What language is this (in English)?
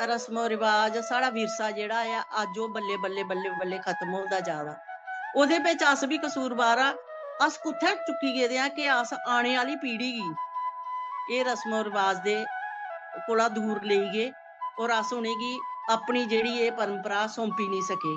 Dogri